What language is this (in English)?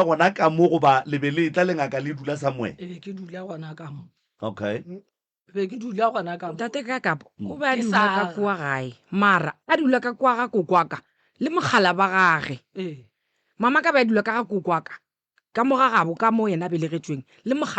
Northern Sotho